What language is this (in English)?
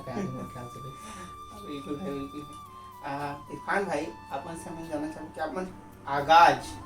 Chhattisgarhi